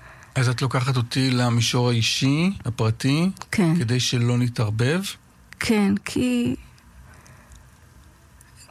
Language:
Hebrew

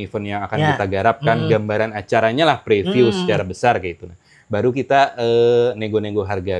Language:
Banjar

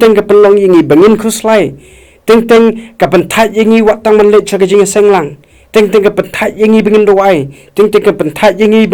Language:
Khasi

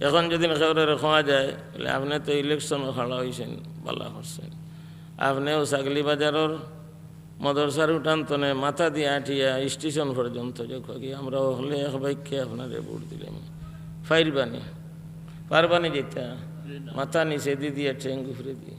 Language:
Sylheti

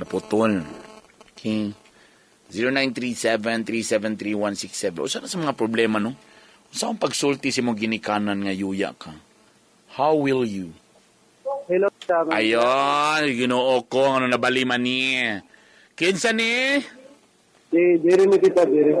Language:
Cebuano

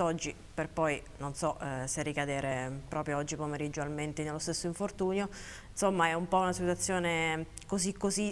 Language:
Italian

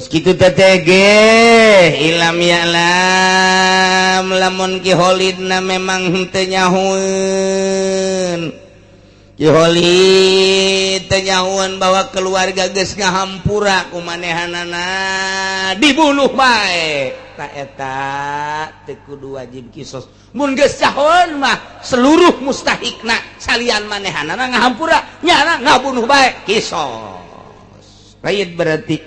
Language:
Sundanese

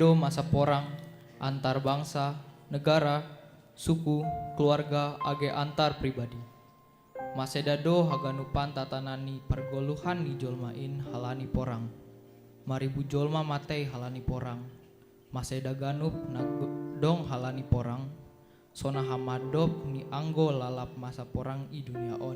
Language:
Batak Simalungun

